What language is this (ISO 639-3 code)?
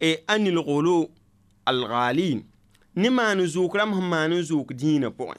mos